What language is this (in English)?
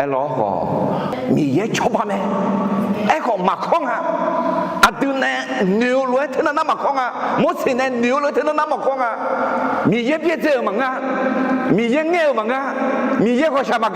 Akha